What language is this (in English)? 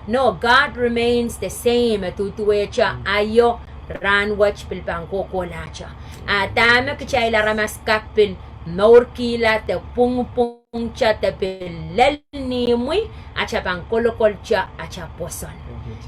Pohnpeian